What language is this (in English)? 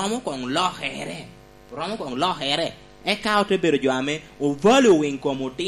Lango (Uganda)